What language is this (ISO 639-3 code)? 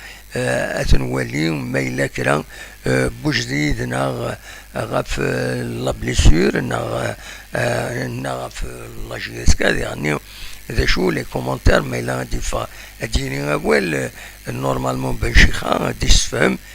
kab